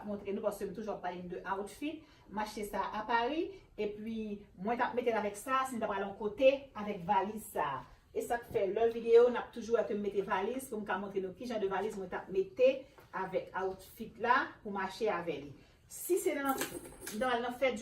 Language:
Haitian Creole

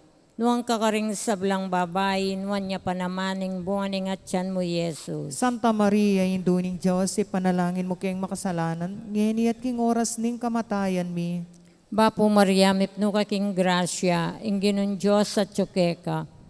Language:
Pampanga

